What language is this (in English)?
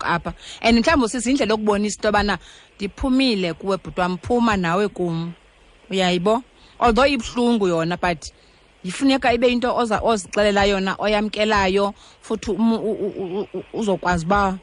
Xhosa